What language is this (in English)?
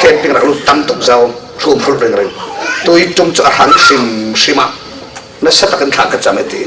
Falam Chin